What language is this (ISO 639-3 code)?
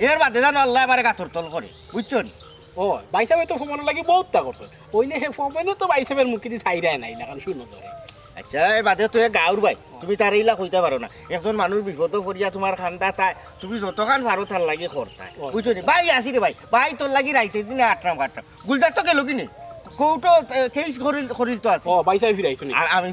syl